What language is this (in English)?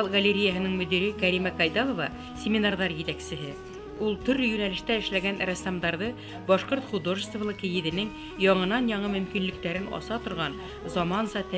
Bashkir